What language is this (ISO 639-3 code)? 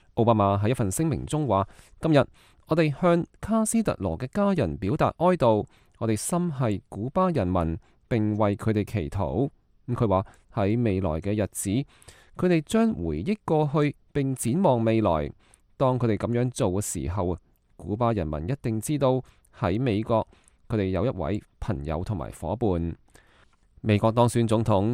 yue